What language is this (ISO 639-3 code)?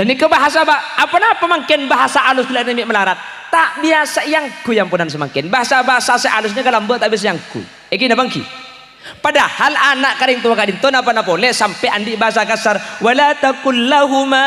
mad